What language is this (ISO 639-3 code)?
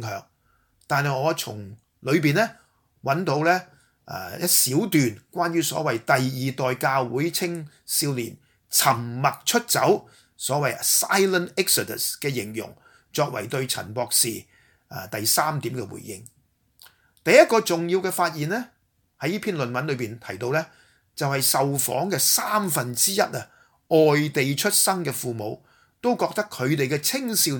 yue